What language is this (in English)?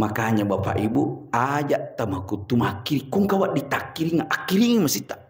Buginese